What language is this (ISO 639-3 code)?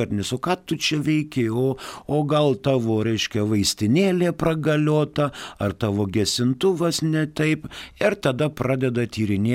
lit